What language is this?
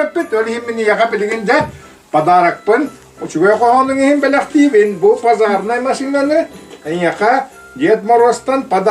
Yakut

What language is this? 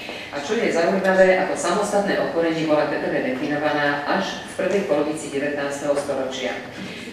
Slovak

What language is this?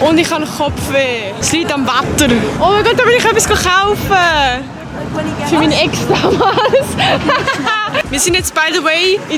Swiss German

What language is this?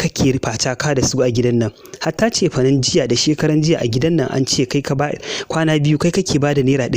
Hausa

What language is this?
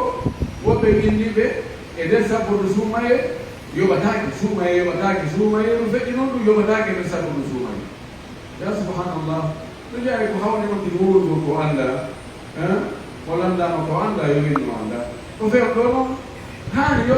Pular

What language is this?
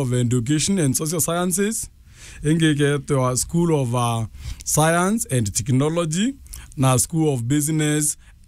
Meru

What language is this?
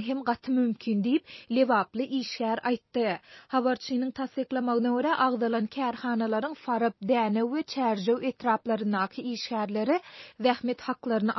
Turkmen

